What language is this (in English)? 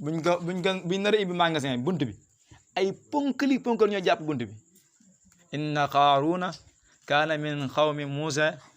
Wolof